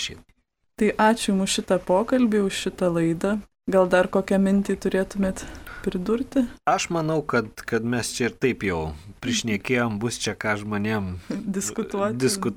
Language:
Lithuanian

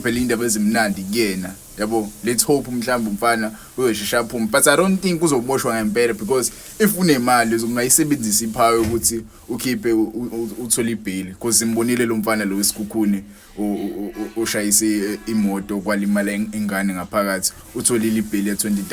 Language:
Zulu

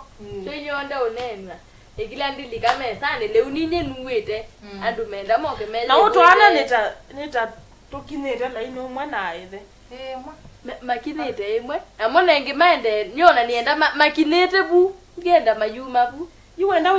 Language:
Kamba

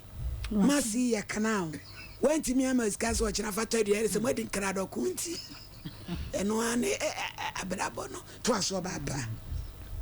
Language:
Akan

